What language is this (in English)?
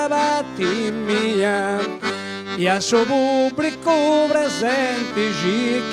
Sardinian